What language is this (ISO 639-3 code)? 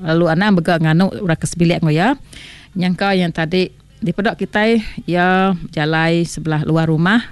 iba